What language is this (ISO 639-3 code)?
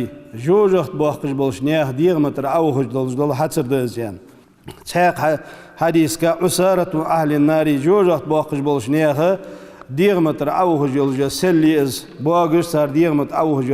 inh